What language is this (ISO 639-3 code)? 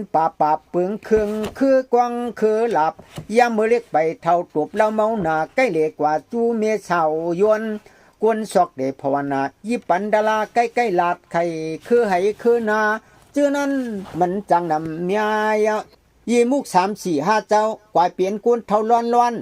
shn